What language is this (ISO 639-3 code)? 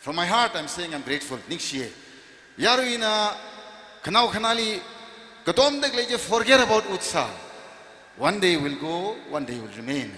nmf